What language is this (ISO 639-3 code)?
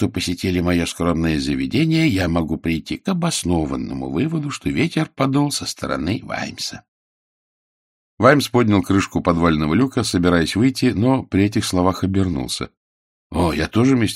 rus